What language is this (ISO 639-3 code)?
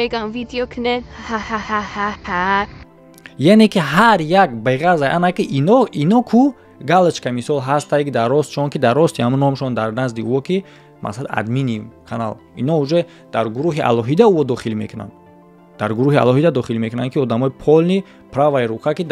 tgk